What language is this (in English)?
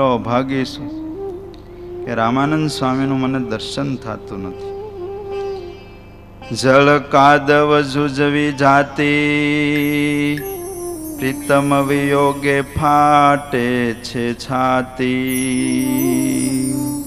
Gujarati